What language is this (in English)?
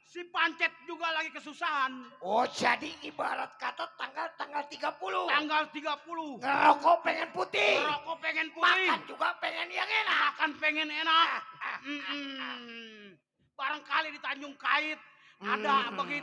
Betawi